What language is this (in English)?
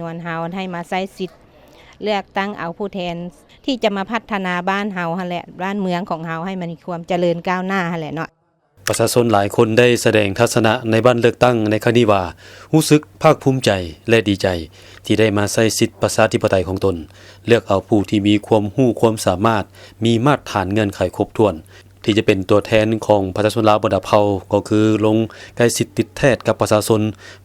Lao